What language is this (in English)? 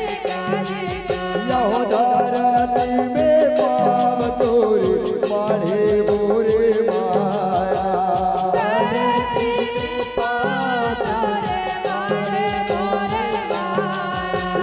Chhattisgarhi